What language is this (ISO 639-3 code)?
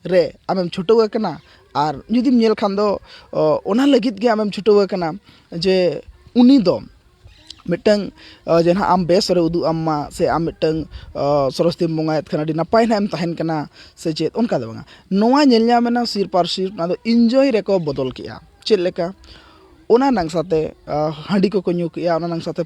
sat